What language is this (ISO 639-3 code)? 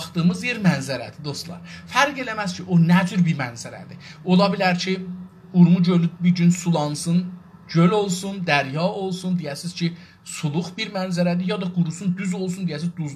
azb